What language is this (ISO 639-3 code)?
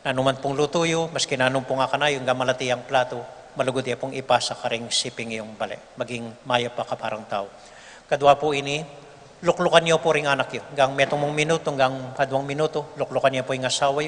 pam